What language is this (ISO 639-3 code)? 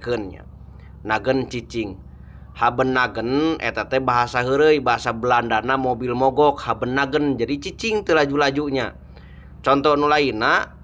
sun